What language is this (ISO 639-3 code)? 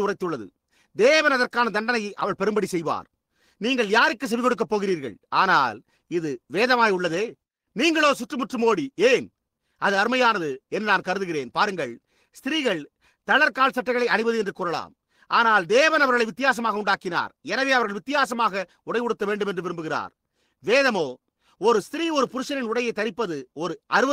tam